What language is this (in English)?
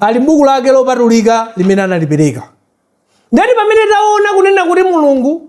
Nyanja